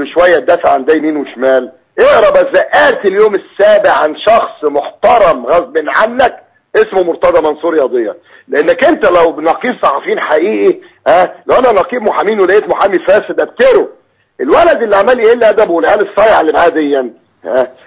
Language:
Egyptian Arabic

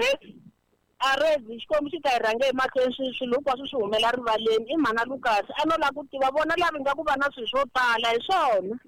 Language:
Tsonga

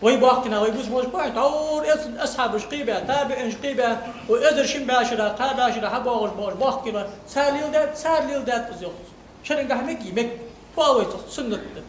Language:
Ingush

